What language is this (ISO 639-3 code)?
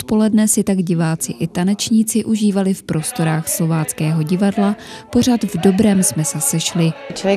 ces